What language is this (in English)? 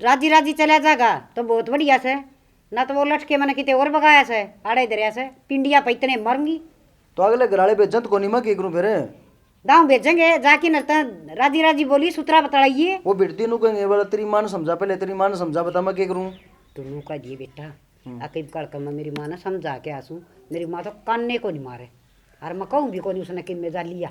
Haryanvi